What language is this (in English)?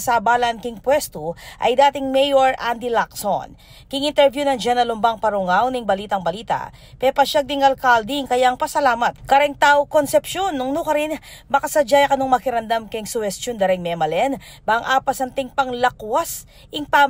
Pampanga